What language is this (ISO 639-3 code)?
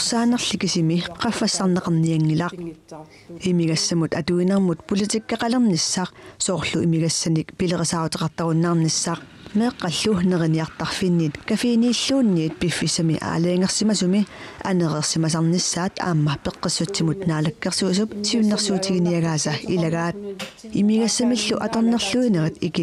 kal